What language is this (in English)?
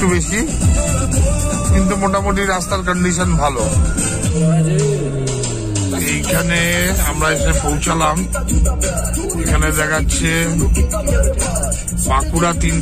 Bangla